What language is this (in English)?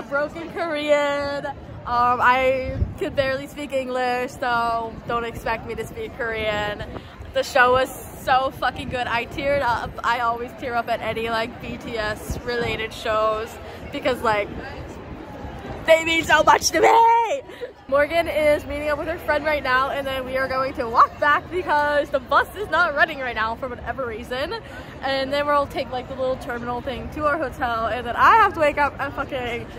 English